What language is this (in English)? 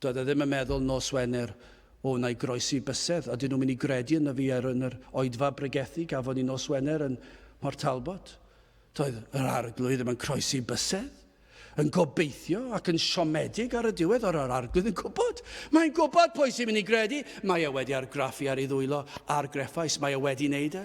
Welsh